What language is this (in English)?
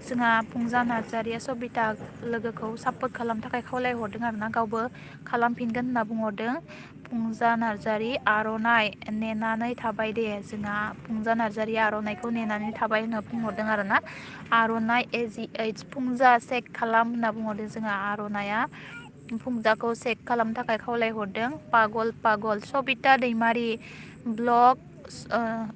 Bodo